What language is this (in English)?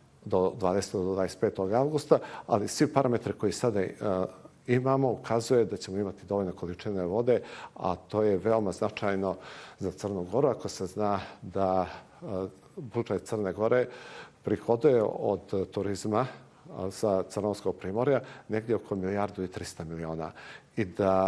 Bosnian